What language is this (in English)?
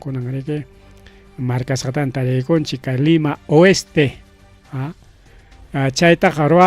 Ayacucho Quechua